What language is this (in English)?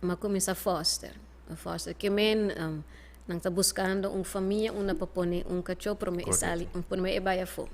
Papiamento